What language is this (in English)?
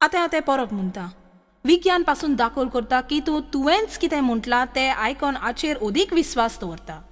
Konkani